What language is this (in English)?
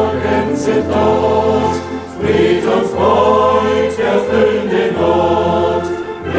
Czech